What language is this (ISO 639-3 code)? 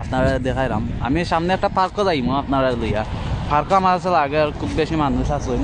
syl